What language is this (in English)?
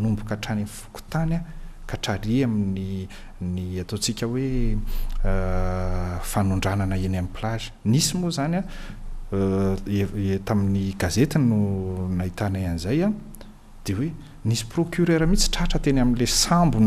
Malagasy